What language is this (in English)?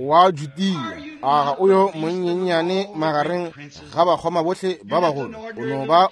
Northern Sotho